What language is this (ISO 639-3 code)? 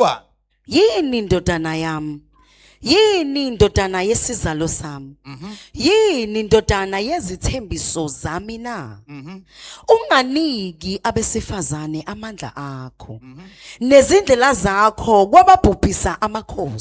zul